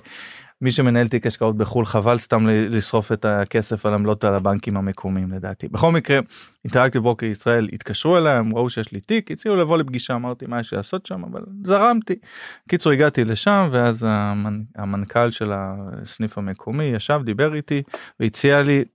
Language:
Hebrew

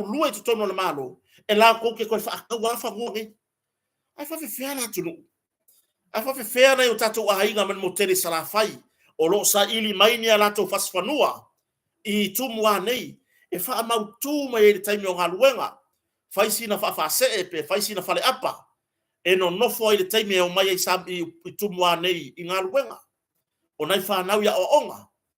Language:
Samoan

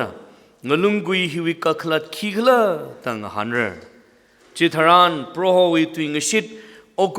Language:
Tangkhul Naga (India)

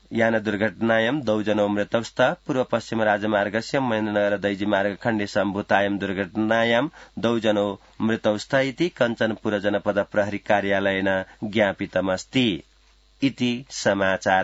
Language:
Sanskrit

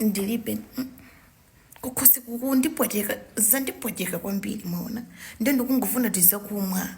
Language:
Nyanja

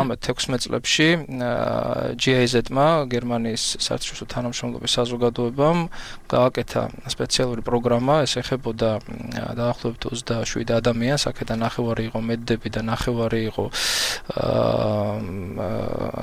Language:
Georgian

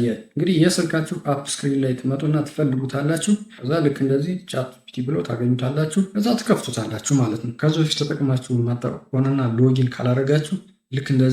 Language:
Amharic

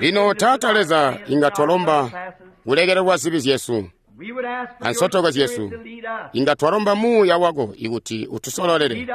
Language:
Tonga (Zambia)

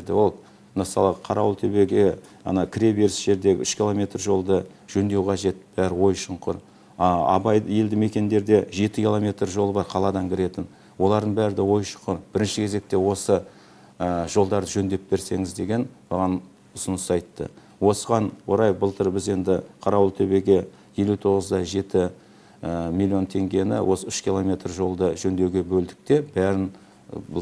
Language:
Kazakh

